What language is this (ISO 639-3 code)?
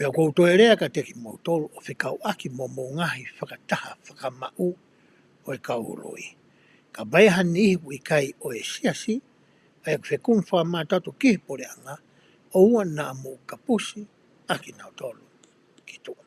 ton